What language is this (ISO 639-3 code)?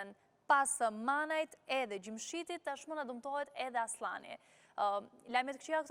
sqi